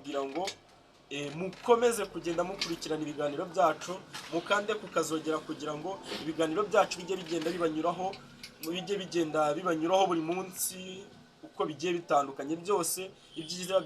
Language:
Kinyarwanda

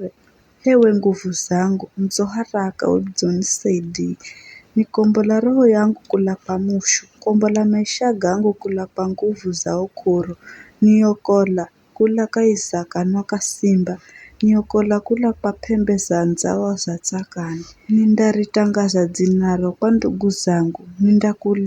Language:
Giryama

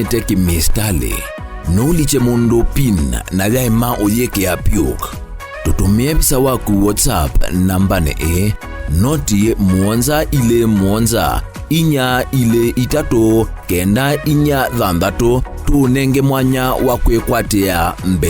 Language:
Kamba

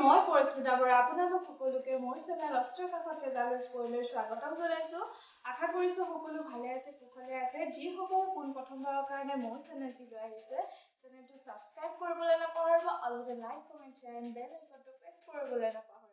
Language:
Assamese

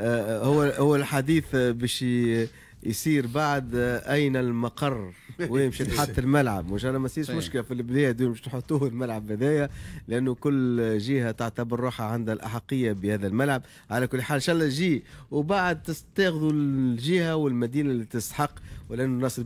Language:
Tunisian Arabic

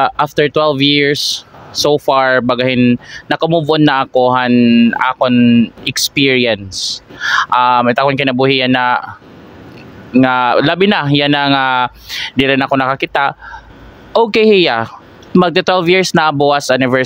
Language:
Waray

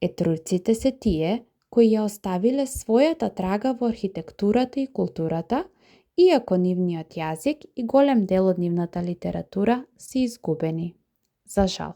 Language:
Macedonian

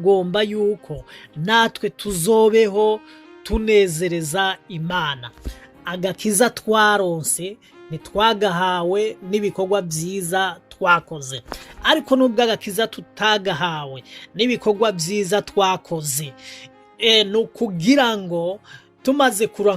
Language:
Rundi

